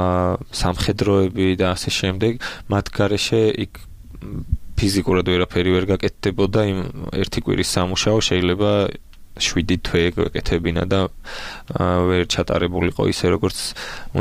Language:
Georgian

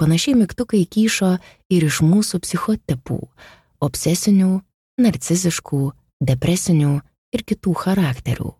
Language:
Lithuanian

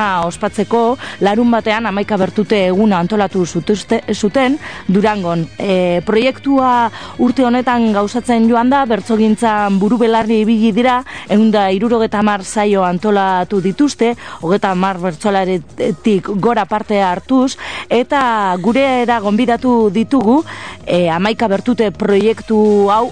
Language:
Basque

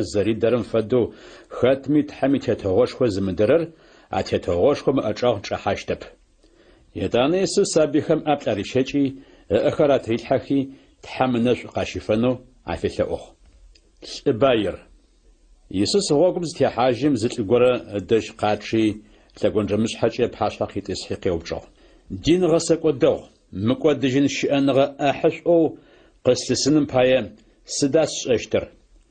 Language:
Adyghe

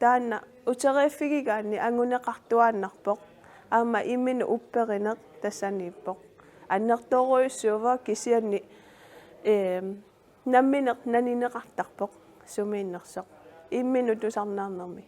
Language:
Kalaallisut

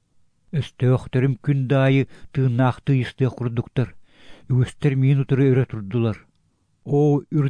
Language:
Yakut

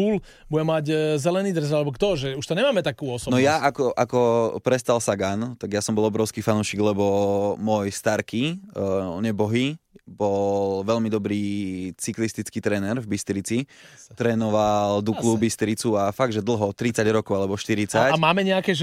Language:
Slovak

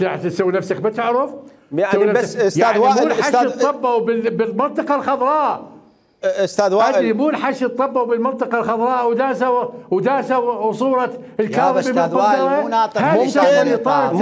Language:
Mesopotamian Arabic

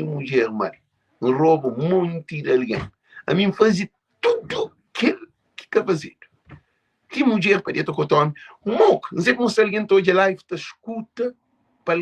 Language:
Kabuverdianu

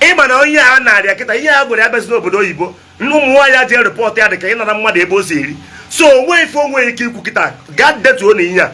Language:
Igbo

